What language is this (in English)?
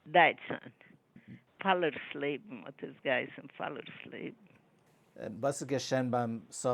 Yiddish